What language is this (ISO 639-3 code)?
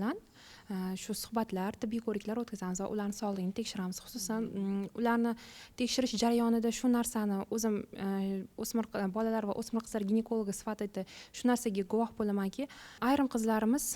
uzb